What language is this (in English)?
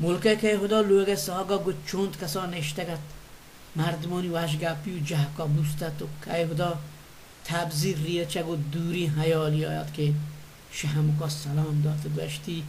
Baluchi